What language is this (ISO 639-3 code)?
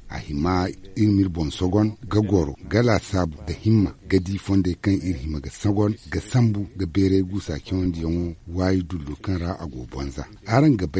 dje